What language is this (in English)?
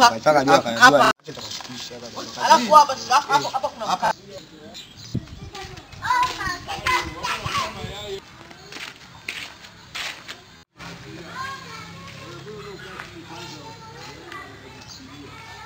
Swahili